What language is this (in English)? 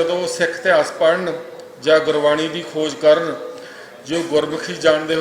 Western Panjabi